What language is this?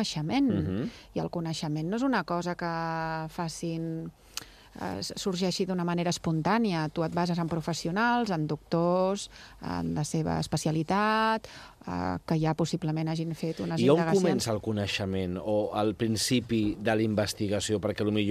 Catalan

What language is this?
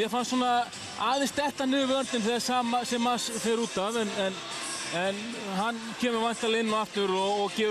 Icelandic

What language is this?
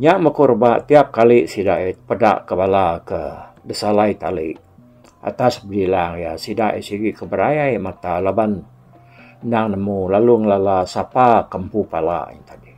Iban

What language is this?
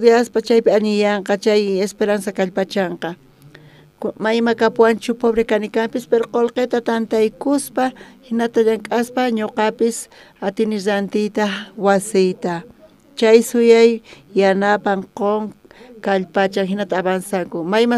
South Bolivian Quechua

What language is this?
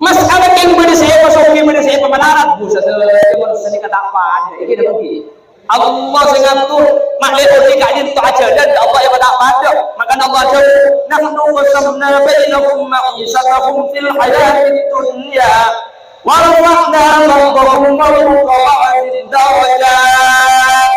Madurese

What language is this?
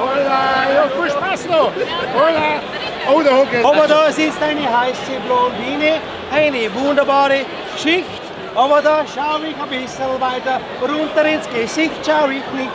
Bavarian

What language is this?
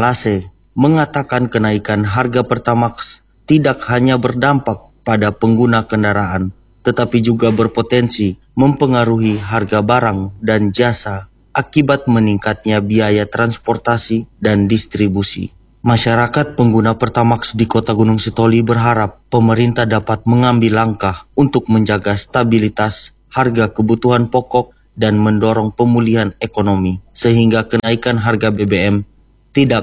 Indonesian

